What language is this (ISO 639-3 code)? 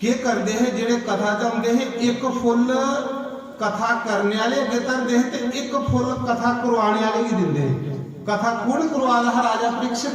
doi